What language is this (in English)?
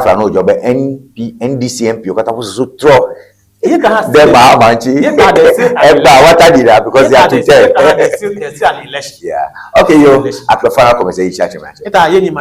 Ewe